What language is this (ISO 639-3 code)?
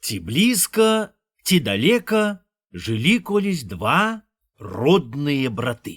bel